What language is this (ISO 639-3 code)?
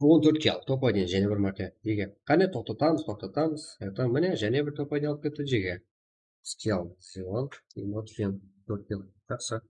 kaa